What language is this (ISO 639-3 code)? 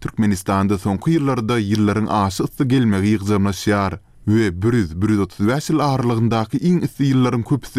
tuk